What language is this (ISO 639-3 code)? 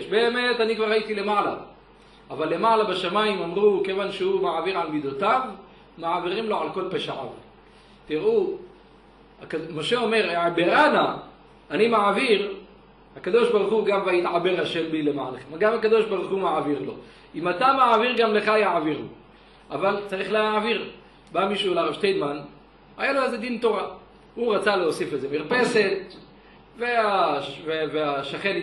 heb